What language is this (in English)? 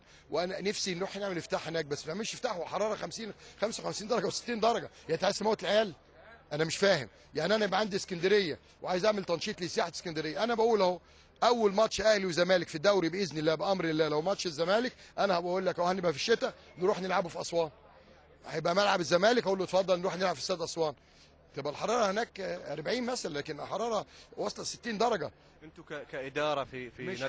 Egyptian Arabic